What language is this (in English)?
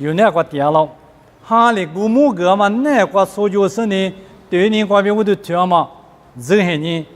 Lisu